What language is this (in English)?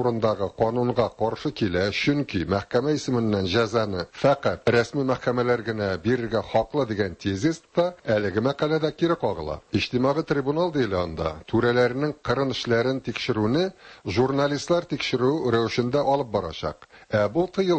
Tatar